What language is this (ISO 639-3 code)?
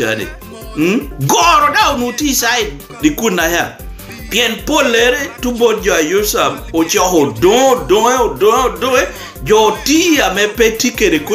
laj